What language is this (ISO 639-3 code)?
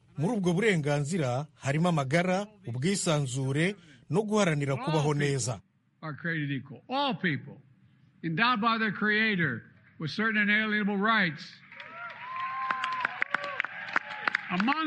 kin